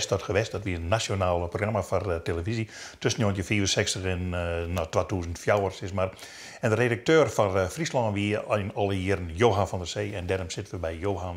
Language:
Western Frisian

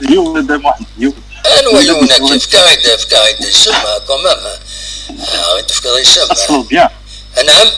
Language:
Kabyle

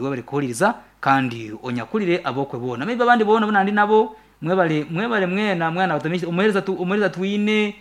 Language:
Nyankole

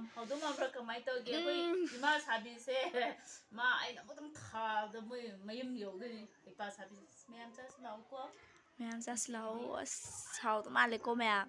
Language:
Manipuri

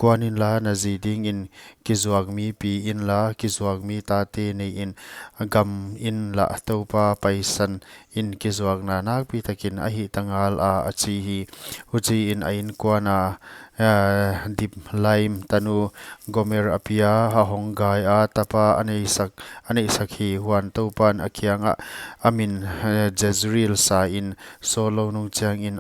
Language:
Paite Chin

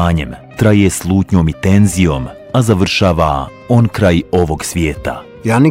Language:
Bosnian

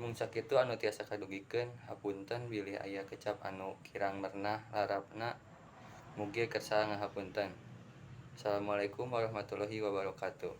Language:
Sundanese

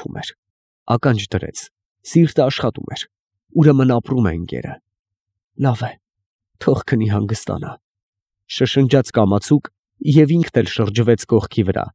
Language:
Armenian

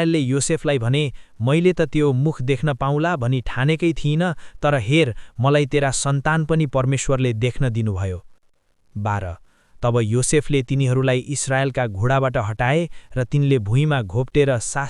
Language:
Nepali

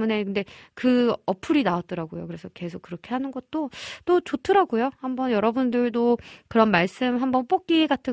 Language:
Korean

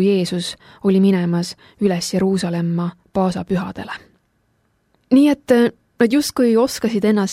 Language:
Estonian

